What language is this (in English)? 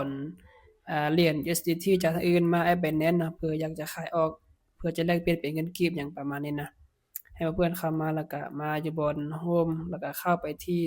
Lao